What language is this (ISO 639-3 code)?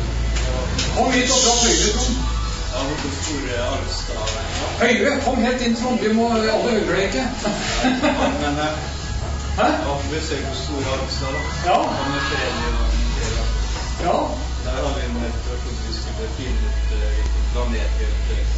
nor